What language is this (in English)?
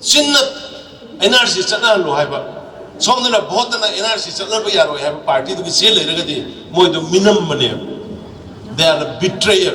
Manipuri